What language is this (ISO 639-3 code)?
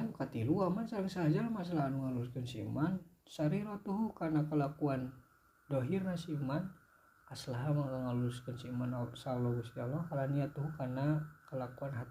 sun